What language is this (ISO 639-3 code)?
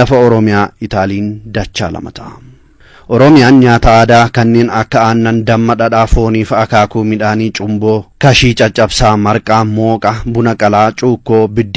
orm